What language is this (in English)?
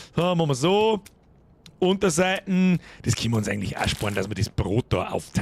Bavarian